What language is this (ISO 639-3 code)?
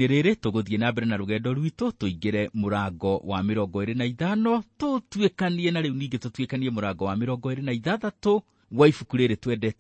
kik